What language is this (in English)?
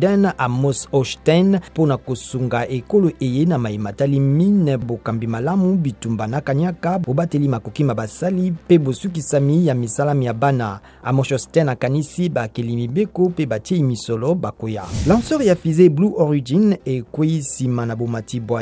Lingala